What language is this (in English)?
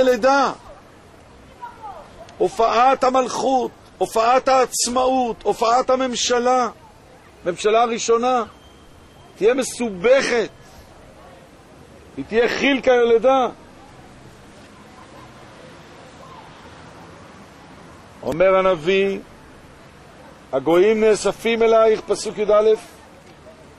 Hebrew